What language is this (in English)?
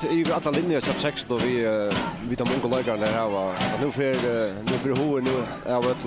Faroese